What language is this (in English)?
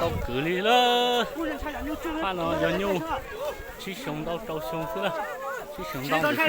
Hmong